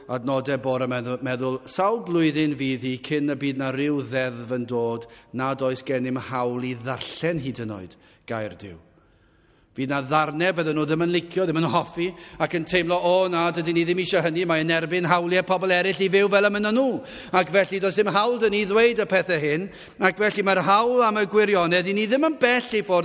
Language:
Welsh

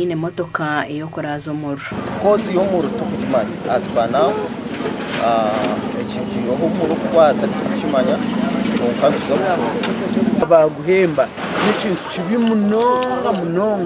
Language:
Nyankole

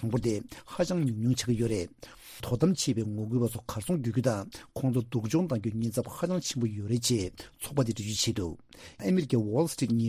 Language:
Tibetan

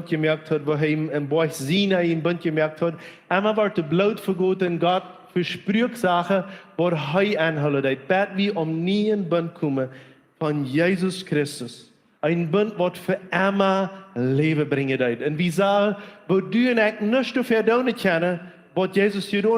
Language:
Plautdietsch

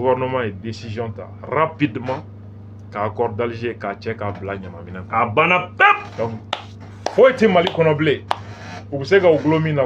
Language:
Bambara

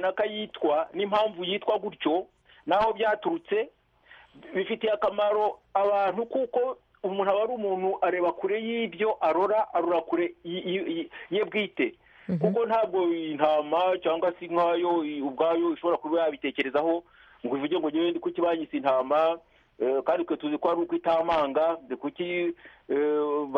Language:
Kinyarwanda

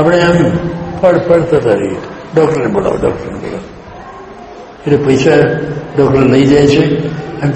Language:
Gujarati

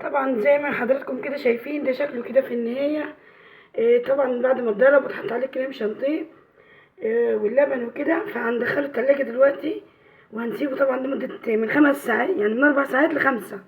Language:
Egyptian Arabic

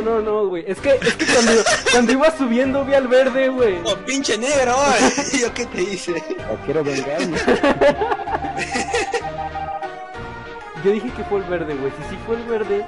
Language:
Spanish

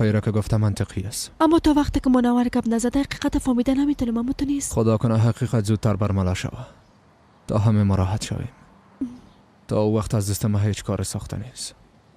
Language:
Persian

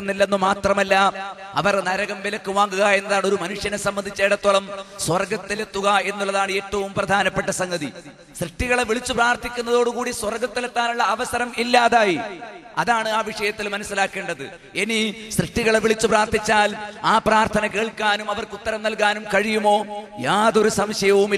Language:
Malayalam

